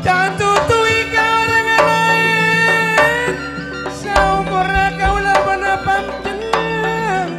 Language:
Madurese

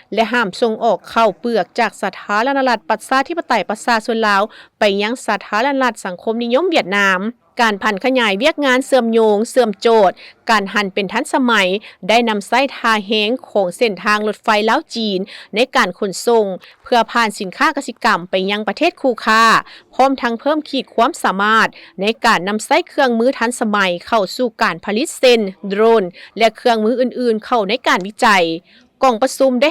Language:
Lao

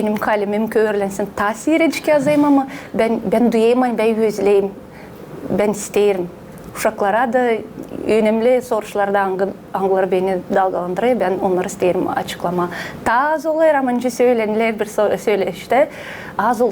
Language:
Gagauz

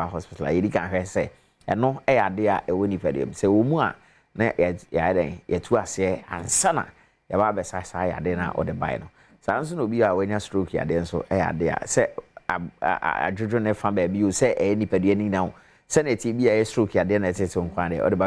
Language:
Akan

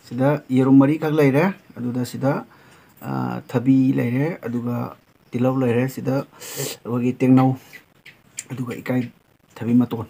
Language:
Manipuri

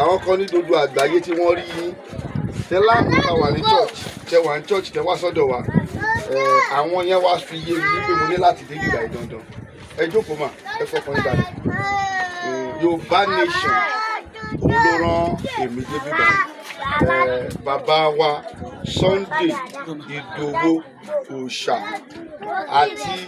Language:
Yoruba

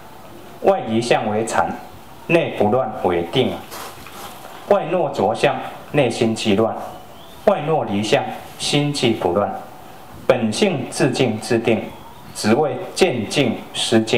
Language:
Chinese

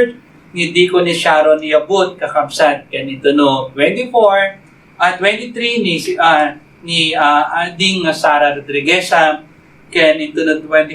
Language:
Iloko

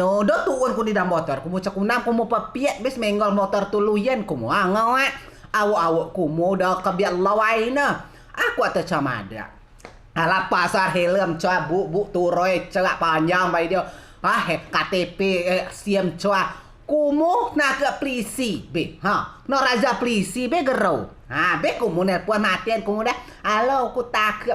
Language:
Rejang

